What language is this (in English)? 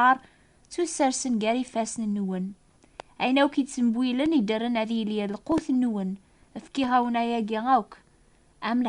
Kabyle